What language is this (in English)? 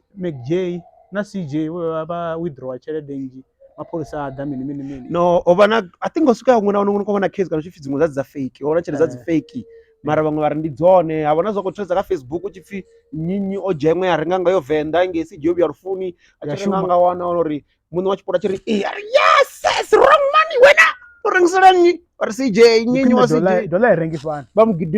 Venda